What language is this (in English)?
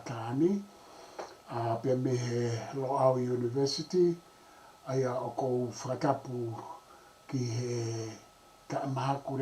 Tongan